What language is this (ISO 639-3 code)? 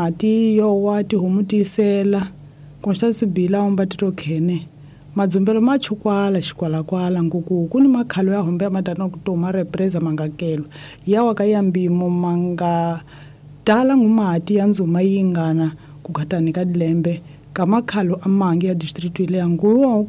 tso